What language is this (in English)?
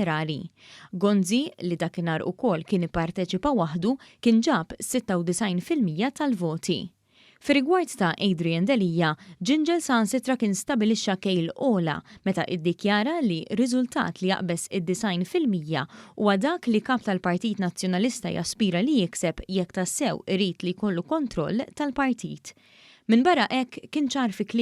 Maltese